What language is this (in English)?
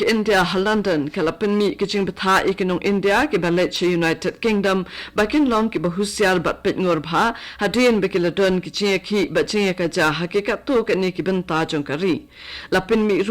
Khasi